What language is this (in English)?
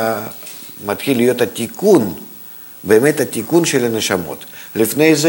Hebrew